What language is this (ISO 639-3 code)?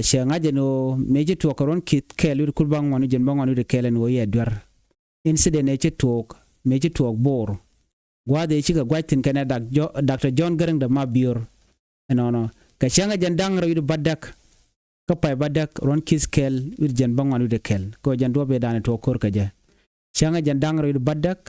nus